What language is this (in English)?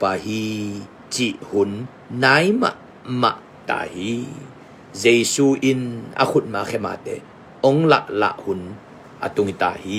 Tedim Chin